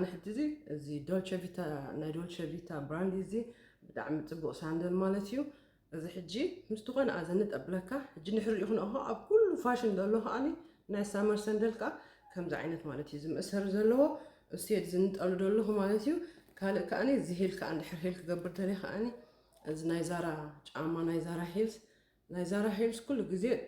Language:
Tigrinya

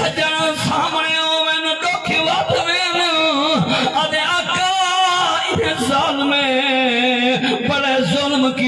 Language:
Saraiki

